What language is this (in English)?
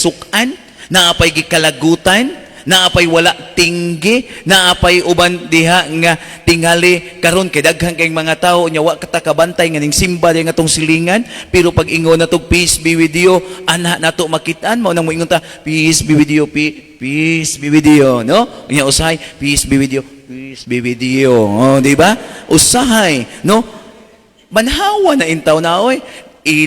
Cebuano